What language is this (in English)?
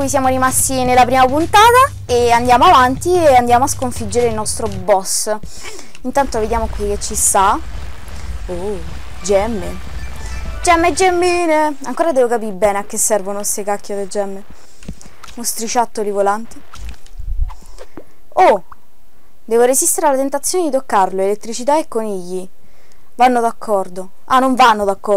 Italian